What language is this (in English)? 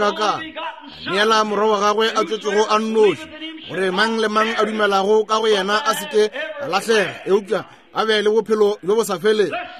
Northern Sotho